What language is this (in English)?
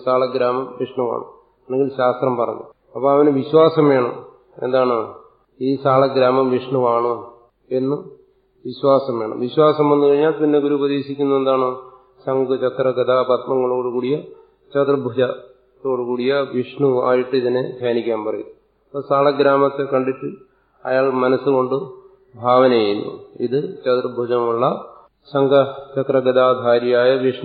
Malayalam